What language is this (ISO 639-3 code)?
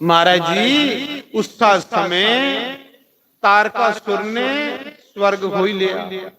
doi